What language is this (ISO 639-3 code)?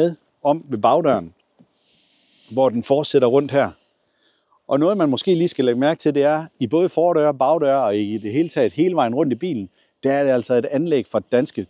dan